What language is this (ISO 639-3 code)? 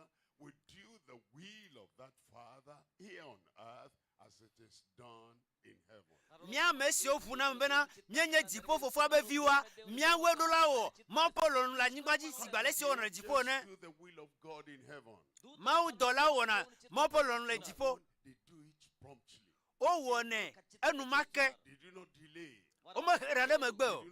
ewe